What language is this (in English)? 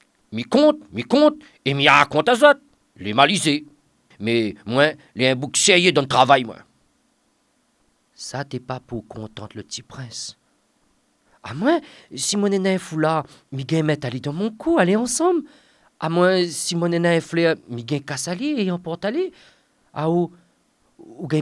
Réunion Creole French